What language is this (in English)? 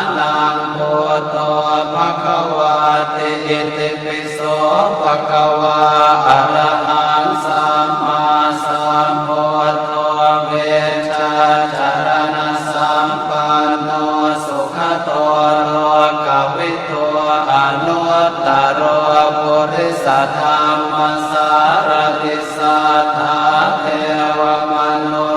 Pali